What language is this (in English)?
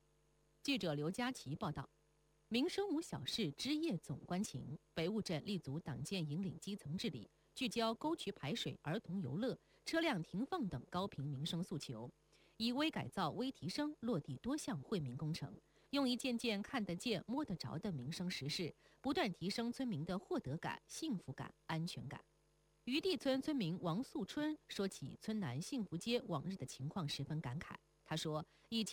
Chinese